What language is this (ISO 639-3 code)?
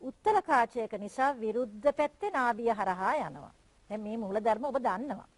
sin